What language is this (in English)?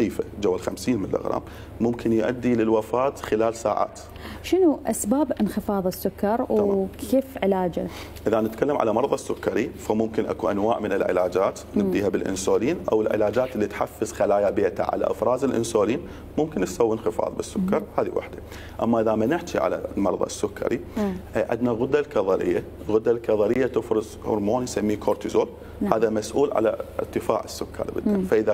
Mesopotamian Arabic